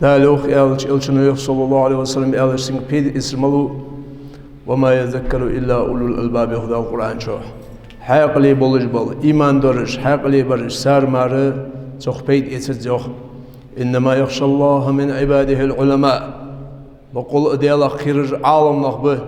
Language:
Ingush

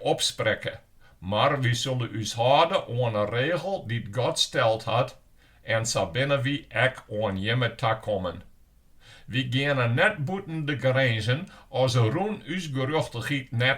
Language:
Western Frisian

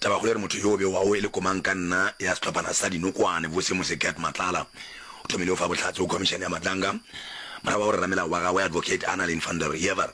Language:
Northern Sotho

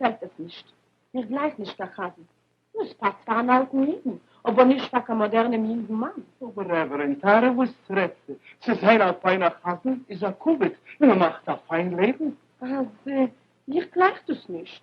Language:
Yiddish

